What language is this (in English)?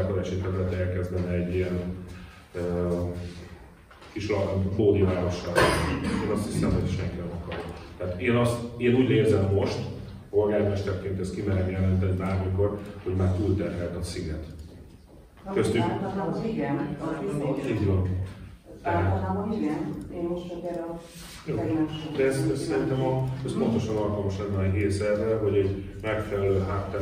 Hungarian